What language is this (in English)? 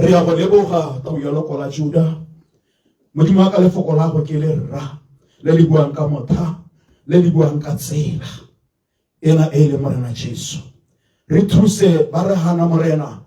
Tswana